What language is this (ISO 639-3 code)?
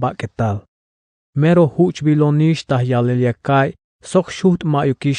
tzh